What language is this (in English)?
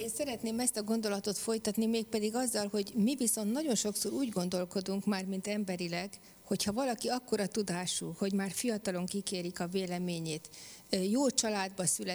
Hungarian